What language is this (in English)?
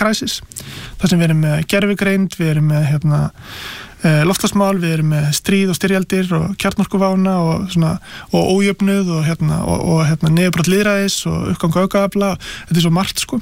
Icelandic